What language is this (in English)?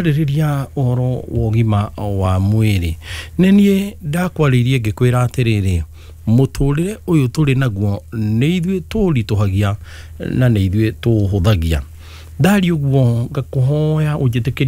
Kikuyu